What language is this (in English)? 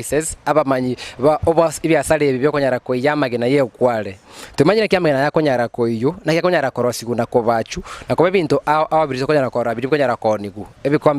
Gusii